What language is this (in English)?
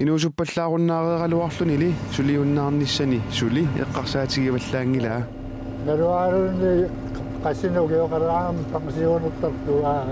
Kalaallisut